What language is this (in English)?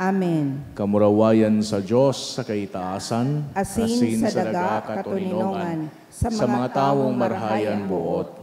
Bikol